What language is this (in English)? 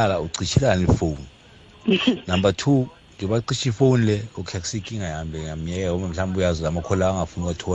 South Ndebele